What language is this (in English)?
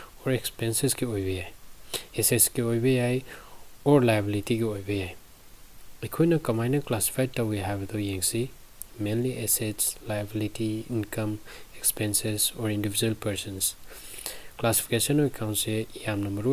Manipuri